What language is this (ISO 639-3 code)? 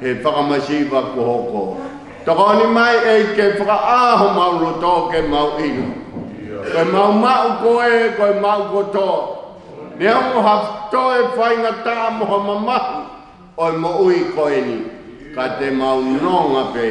ton